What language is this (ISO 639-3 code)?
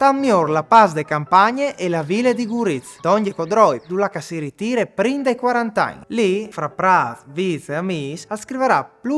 fur